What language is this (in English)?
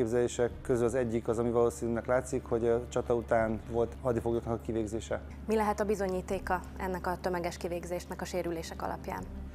Hungarian